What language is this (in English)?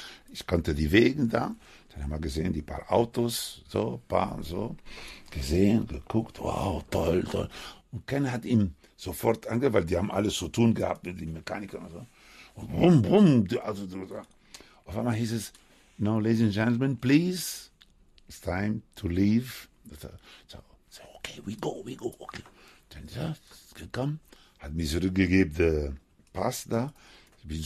German